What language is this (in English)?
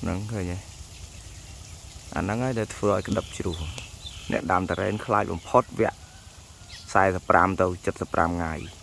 Khmer